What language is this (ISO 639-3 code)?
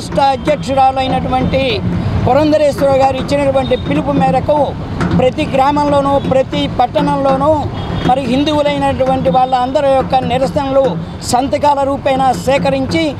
tel